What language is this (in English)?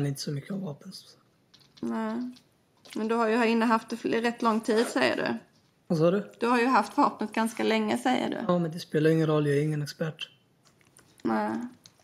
Swedish